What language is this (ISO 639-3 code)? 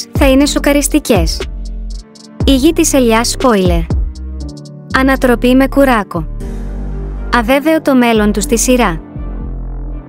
ell